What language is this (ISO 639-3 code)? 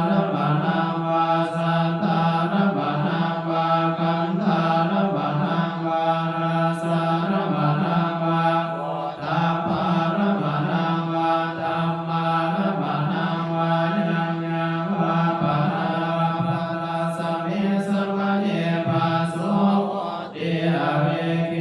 pli